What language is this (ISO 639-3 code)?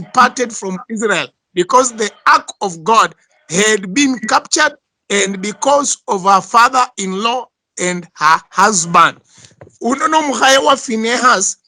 luy